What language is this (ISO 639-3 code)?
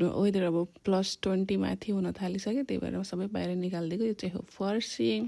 nep